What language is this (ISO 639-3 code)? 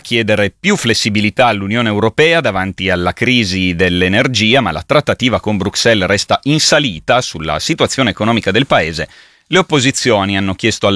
ita